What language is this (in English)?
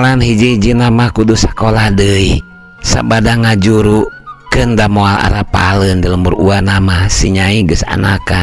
Sundanese